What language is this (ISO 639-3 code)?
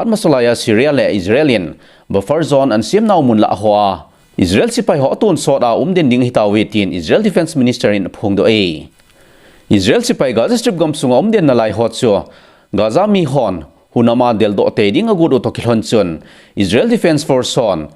tcz